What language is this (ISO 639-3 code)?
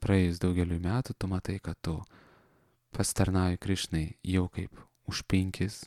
lit